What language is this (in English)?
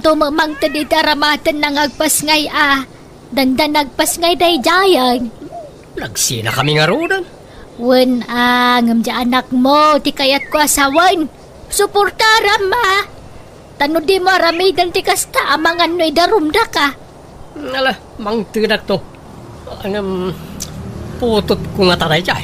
Iloko